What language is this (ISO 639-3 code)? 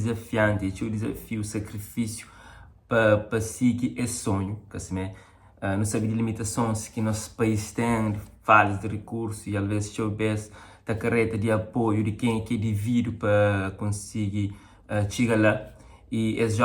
kea